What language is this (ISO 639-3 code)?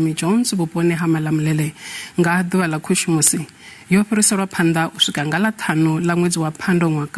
ven